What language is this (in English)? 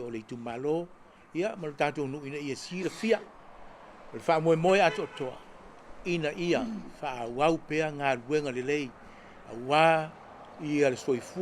Samoan